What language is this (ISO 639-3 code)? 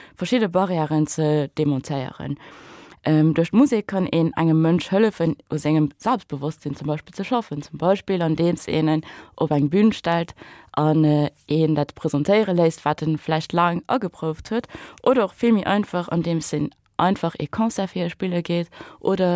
ltz